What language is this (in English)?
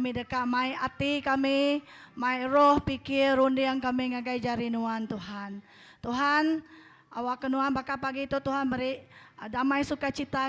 Iban